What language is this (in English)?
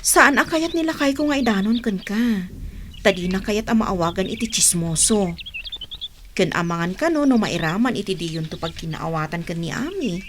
Iloko